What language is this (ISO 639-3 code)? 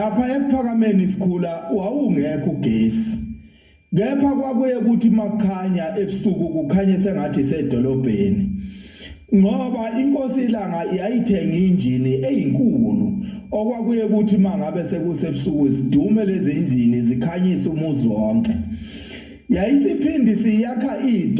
zul